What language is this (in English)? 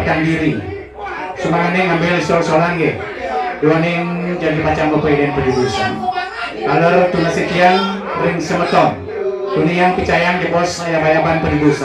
Balinese